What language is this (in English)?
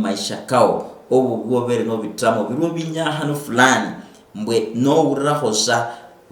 Luyia